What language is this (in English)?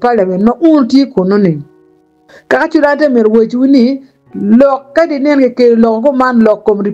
Acoli